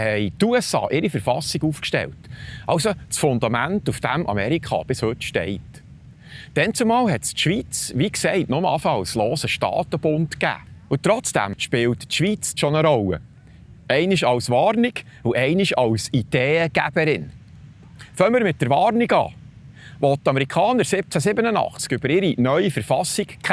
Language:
Swiss German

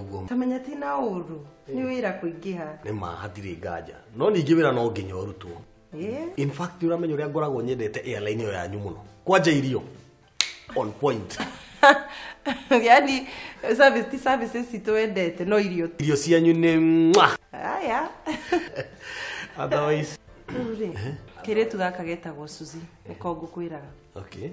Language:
Kikuyu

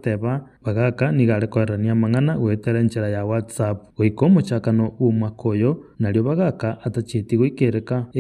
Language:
Gusii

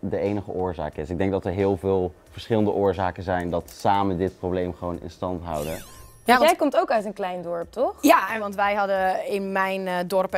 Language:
Dutch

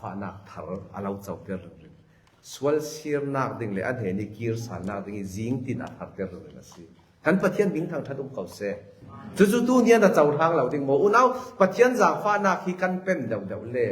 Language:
Falam Chin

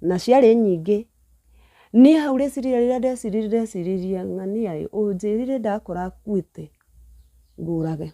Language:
Kikuyu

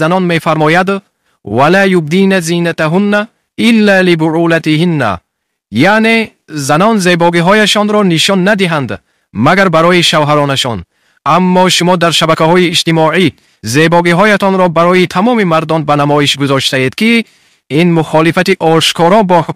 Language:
Tajik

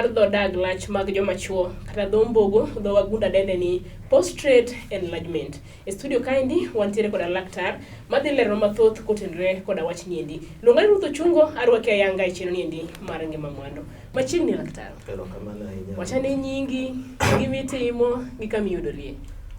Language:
Luo (Kenya and Tanzania)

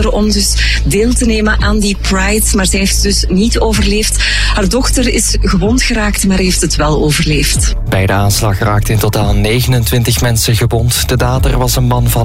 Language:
Dutch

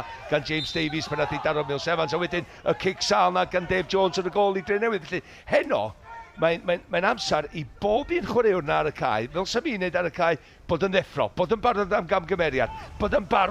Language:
Welsh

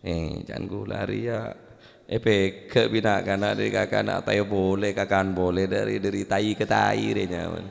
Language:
Madurese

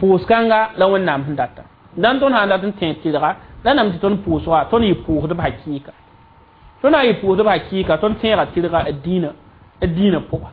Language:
Mossi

